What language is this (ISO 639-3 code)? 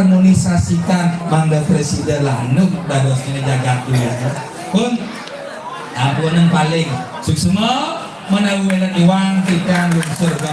ban